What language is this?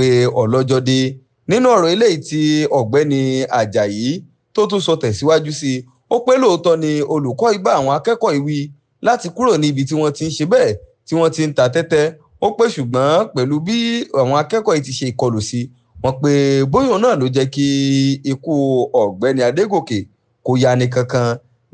Yoruba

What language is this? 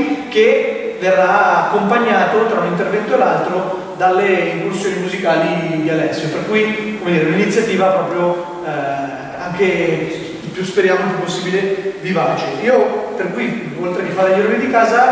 Italian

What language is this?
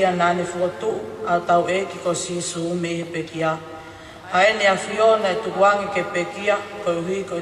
Tongan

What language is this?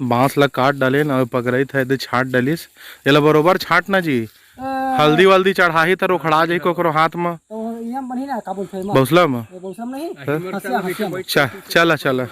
Chhattisgarhi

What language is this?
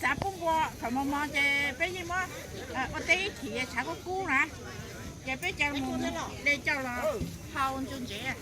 Hmong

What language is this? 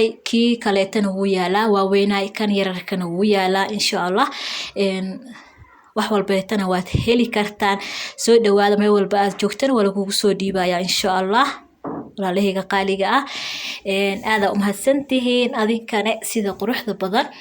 Somali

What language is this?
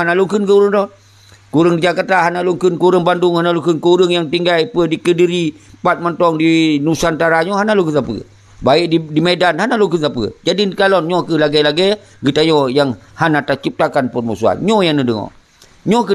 Achinese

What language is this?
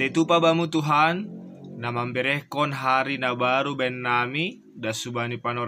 Batak Simalungun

